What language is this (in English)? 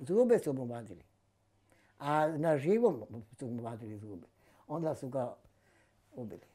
Bosnian